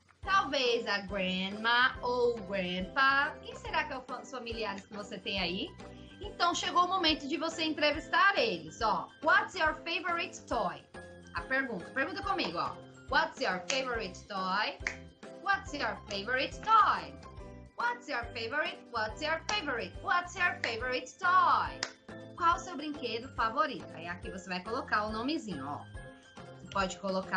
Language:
Portuguese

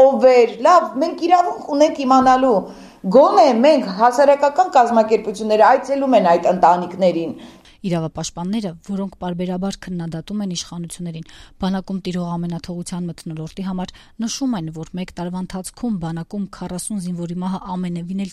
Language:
Armenian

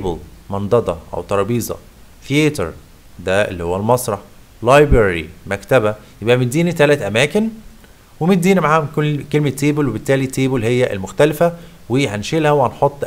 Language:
Egyptian Arabic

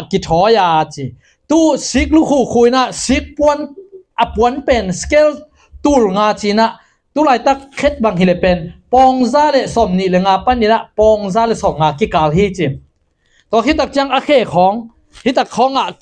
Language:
Tedim Chin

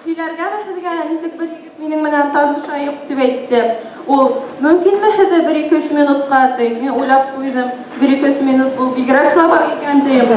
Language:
Bashkir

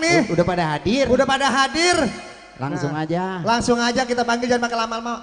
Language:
Betawi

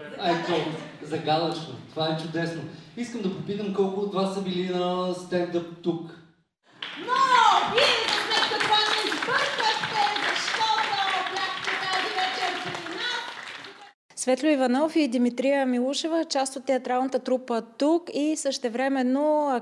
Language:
Bulgarian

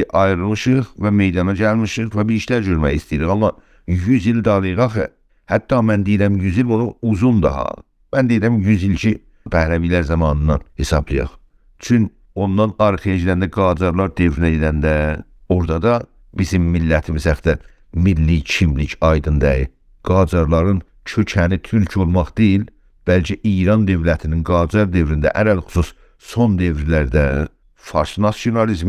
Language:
South Azerbaijani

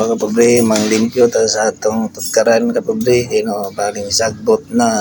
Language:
Cebuano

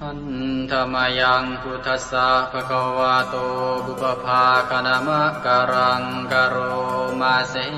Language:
Pali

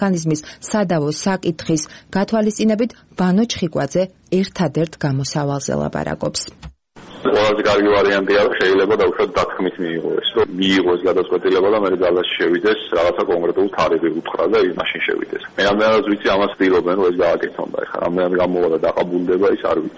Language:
Georgian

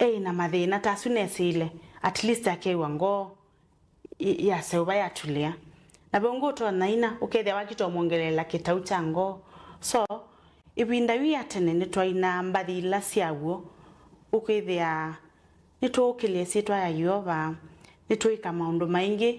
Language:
Kamba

